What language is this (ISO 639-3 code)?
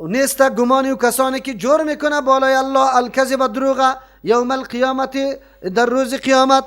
fas